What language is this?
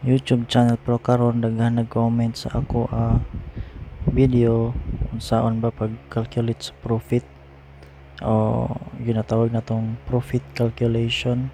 Cebuano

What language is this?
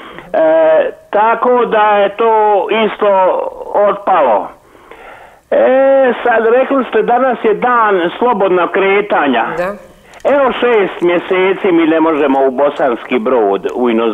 Croatian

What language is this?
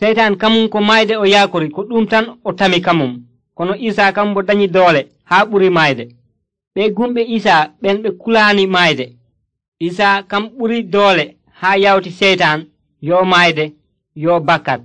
Nigerian Fulfulde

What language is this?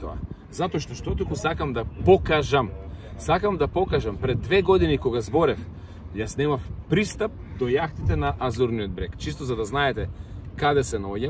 Macedonian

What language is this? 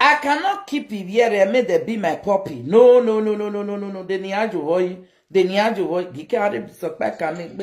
Nigerian Pidgin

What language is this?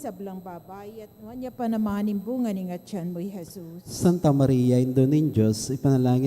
Pampanga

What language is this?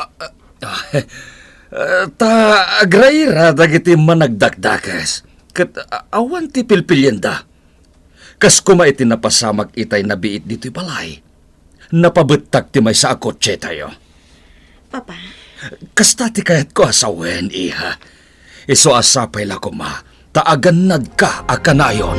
Iloko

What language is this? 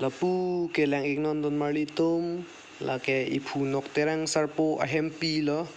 Karbi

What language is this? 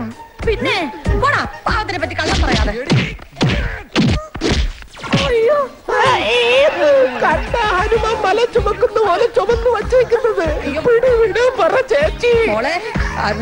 Malayalam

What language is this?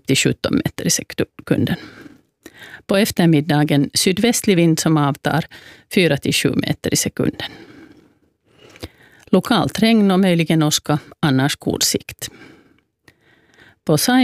Swedish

